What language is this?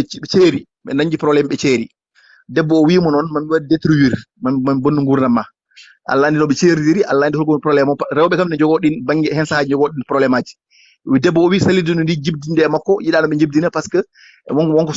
Fula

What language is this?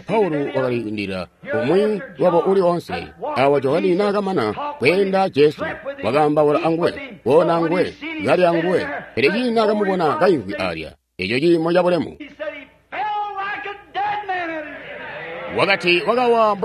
Tonga (Zambia)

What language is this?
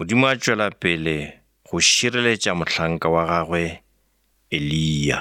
Northern Sotho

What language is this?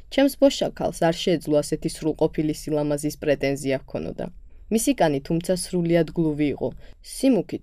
Georgian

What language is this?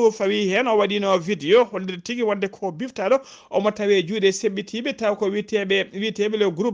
Fula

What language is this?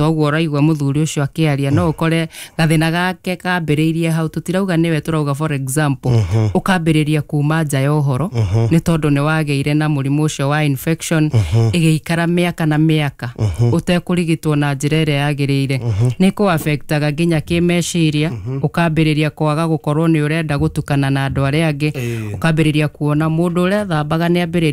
Kikuyu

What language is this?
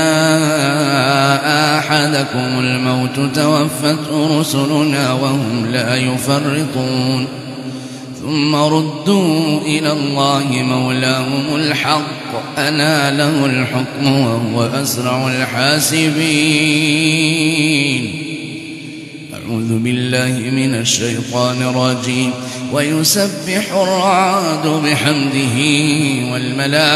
Arabic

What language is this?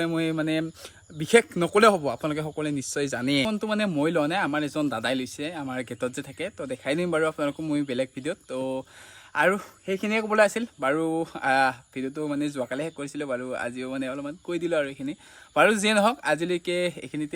Assamese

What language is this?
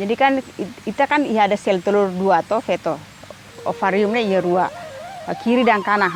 Tetum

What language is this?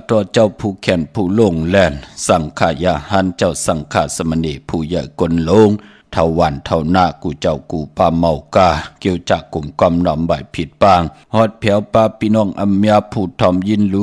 Shan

